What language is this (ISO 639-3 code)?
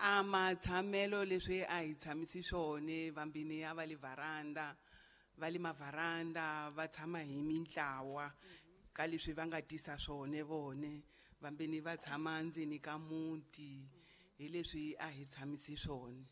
tso